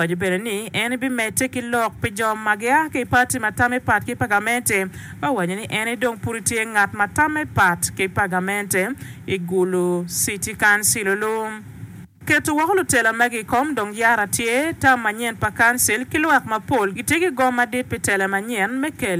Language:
Acoli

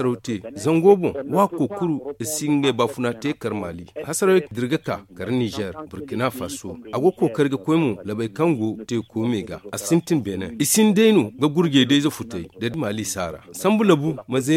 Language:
Zarma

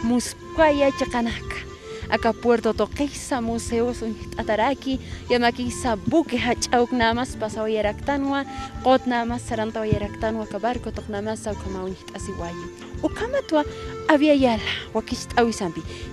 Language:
Aymara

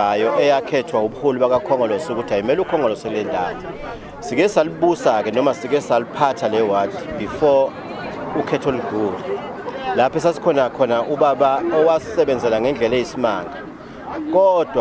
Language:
Zulu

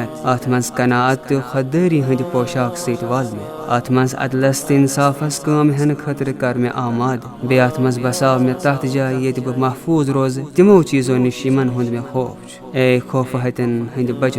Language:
Kashmiri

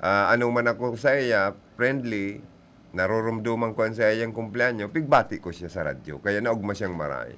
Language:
Bikol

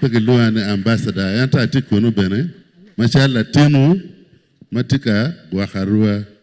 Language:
Acoli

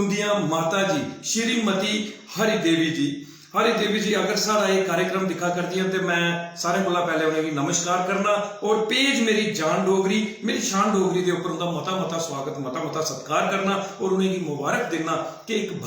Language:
Dogri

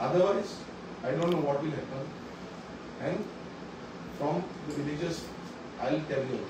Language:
Konkani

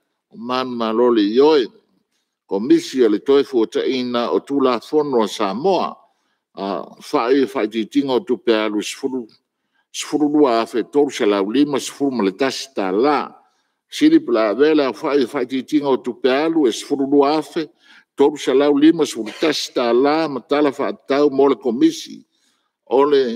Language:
Samoan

